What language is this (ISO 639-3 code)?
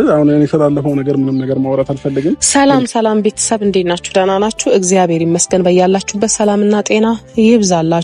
amh